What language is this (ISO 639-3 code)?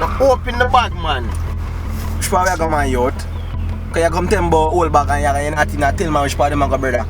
jam